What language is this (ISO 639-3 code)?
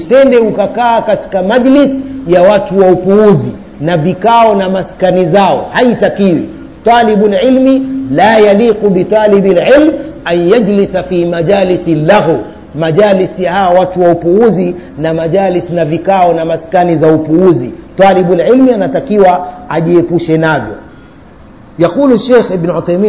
swa